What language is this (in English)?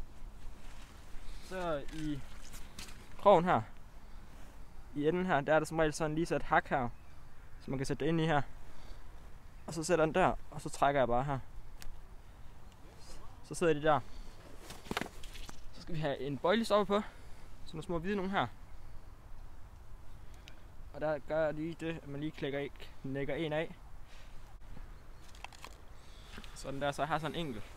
Danish